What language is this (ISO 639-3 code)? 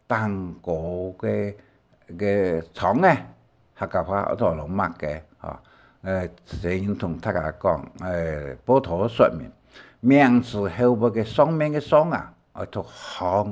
hak